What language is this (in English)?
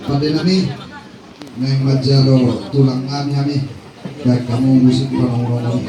Batak Toba